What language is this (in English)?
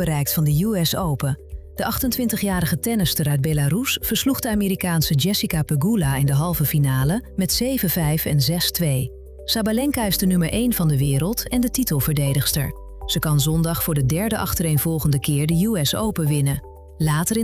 Dutch